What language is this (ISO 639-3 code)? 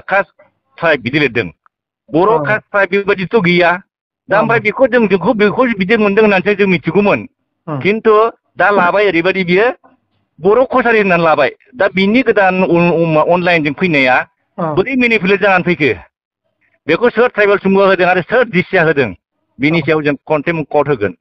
brx